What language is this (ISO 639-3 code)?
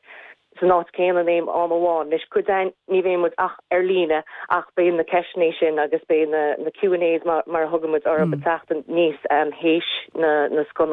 gle